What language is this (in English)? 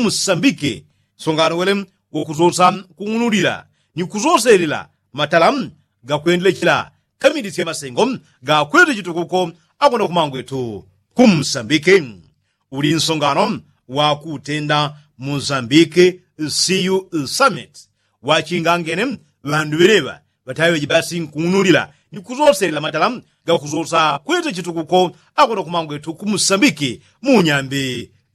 Yao